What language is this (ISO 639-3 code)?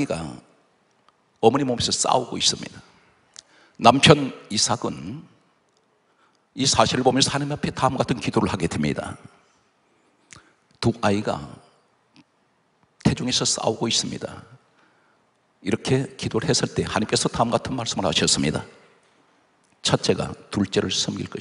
kor